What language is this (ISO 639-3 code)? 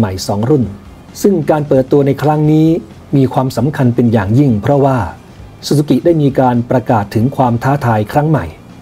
tha